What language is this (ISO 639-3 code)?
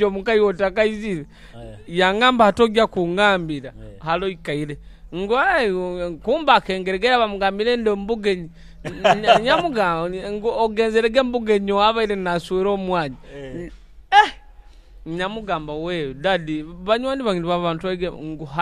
nyo